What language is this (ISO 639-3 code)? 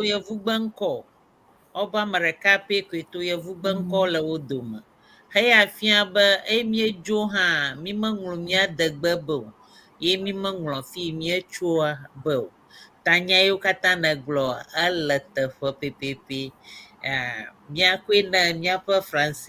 ewe